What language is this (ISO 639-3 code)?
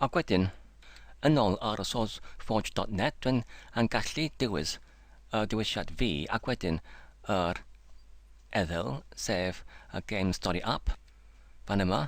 cym